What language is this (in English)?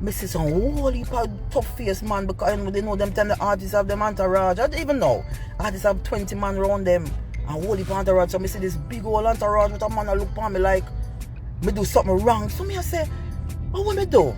Jamaican Creole English